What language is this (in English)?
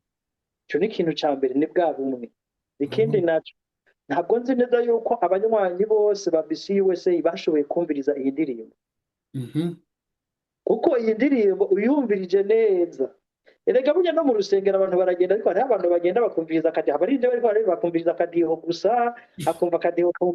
Rundi